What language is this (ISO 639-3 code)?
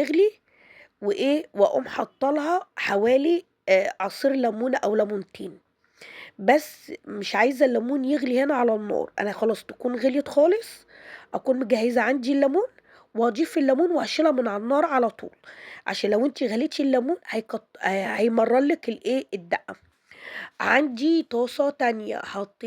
arz